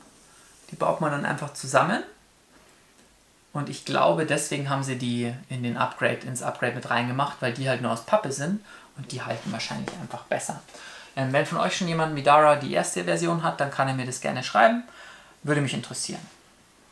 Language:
German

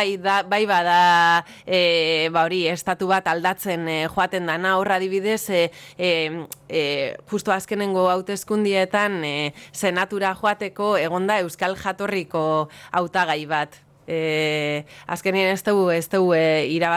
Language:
Basque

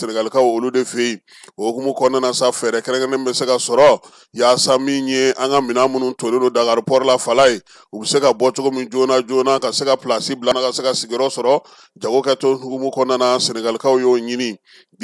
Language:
Bambara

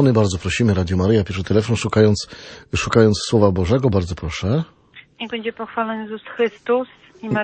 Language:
Polish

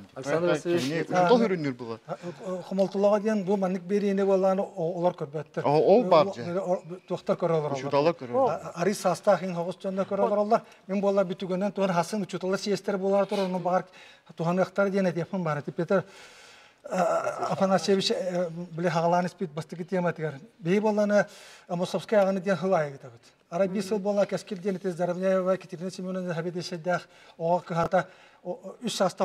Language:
Yakut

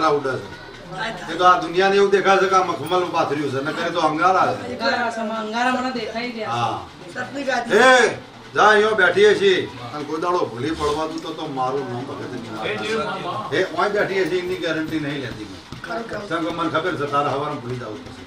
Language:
Gujarati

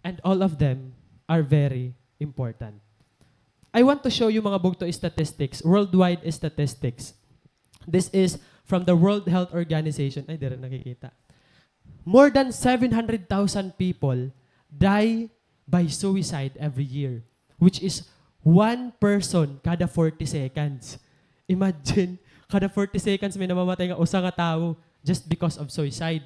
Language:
Waray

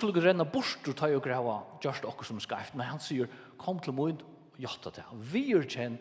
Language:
Faroese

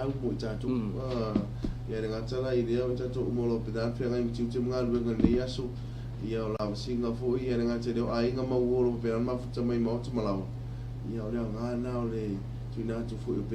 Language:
Samoan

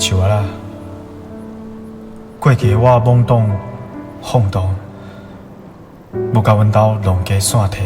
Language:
Min Nan Chinese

